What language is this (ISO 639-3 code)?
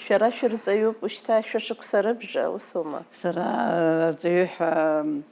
abk